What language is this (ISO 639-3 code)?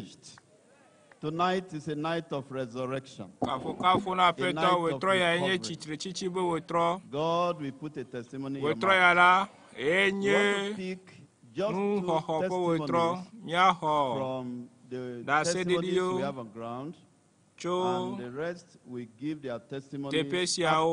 ewe